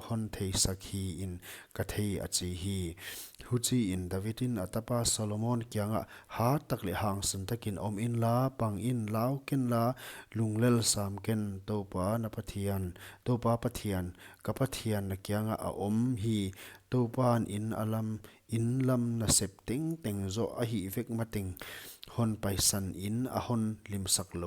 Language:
Paite Chin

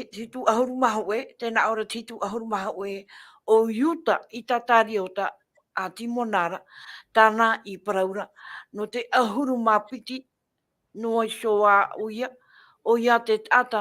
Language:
Tahitian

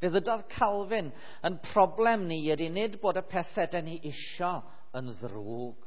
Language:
Welsh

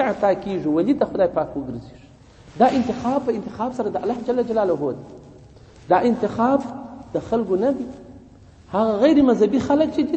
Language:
Pashto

